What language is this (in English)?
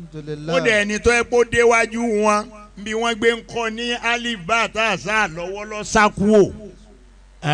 Yoruba